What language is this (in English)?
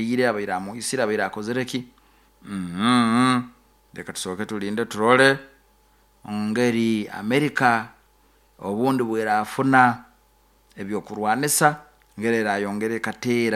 Nyoro